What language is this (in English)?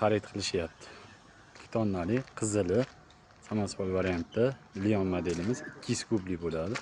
Uzbek